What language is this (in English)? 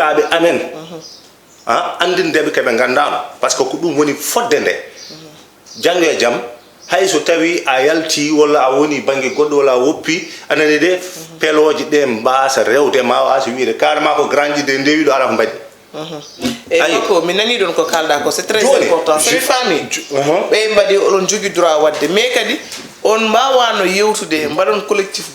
Fula